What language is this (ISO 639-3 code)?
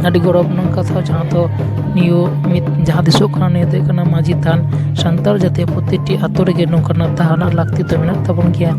sat